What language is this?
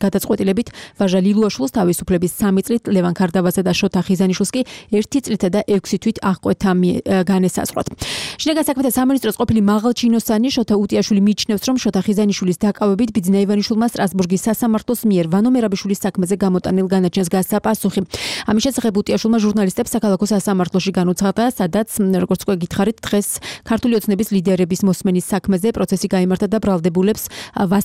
Georgian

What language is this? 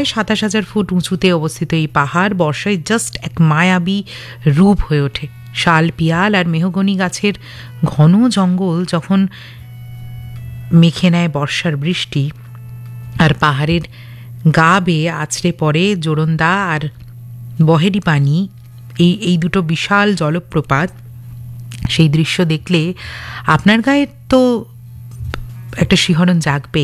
Bangla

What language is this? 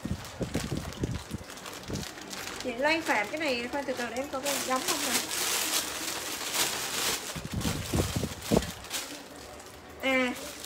Vietnamese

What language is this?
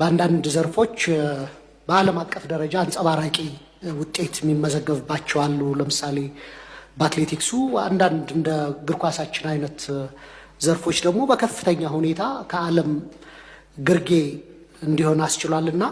Amharic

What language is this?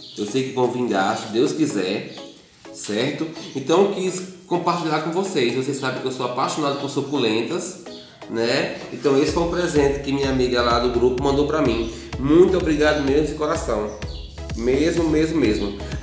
Portuguese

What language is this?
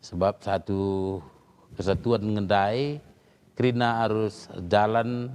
Batak Karo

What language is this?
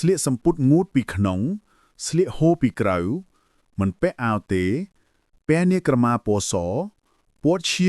Khmer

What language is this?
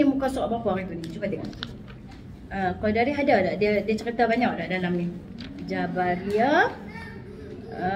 Malay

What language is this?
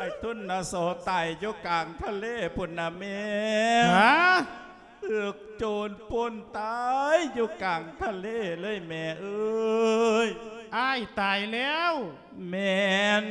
Lao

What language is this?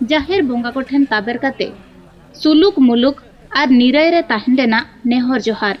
Santali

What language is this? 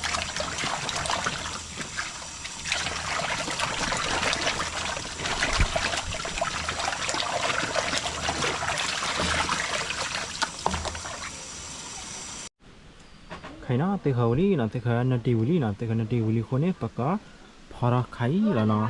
S'gaw Karen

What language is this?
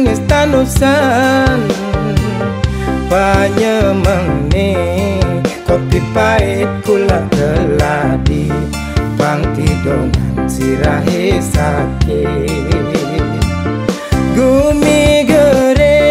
Balinese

